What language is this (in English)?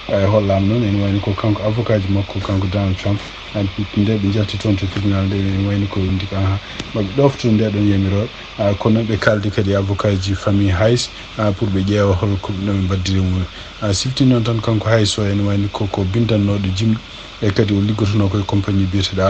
Fula